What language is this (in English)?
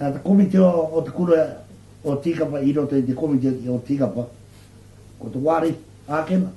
Māori